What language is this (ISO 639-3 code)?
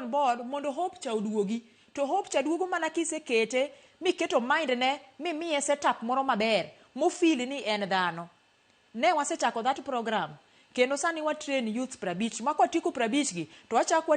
luo